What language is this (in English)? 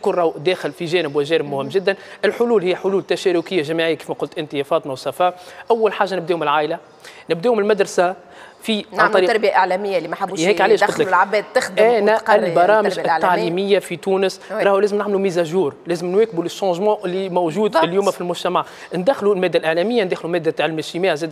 Tunisian Arabic